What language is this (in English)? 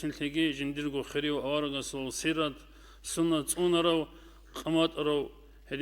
Avaric